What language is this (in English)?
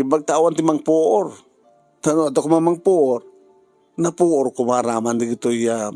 Iloko